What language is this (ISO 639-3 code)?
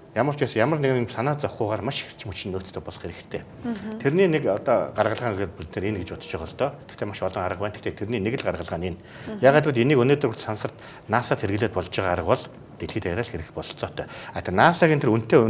mon